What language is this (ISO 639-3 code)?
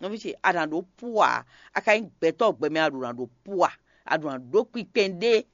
fon